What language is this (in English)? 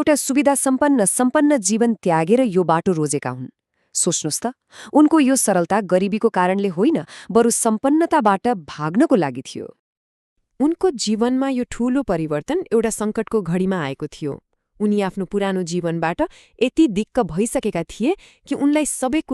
Nepali